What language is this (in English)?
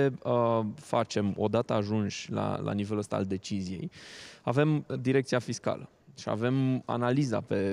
Romanian